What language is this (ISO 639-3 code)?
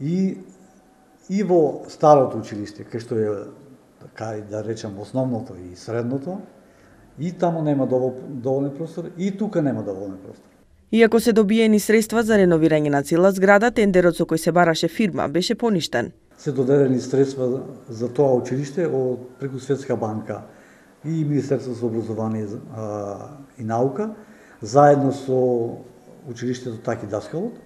mkd